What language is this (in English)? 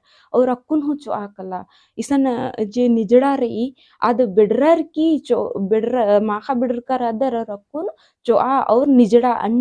Kurukh